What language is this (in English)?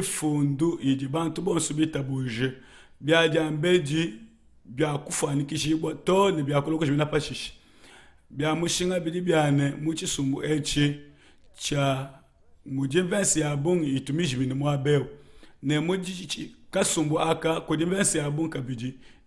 Luba-Lulua